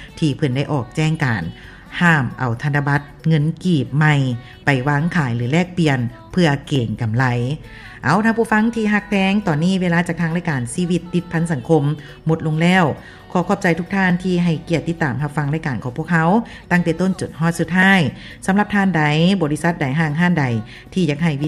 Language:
Lao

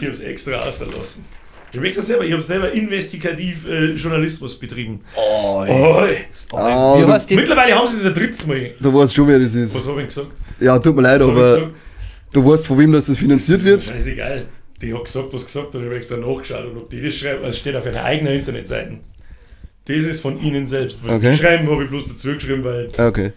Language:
Bavarian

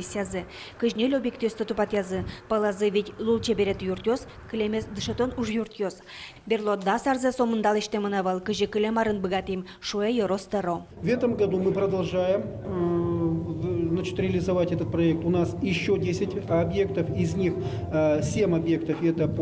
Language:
Udmurt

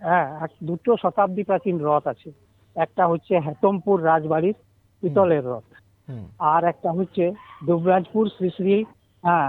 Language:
Bangla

